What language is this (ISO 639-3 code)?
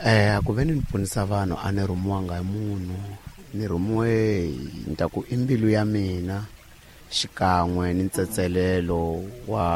tso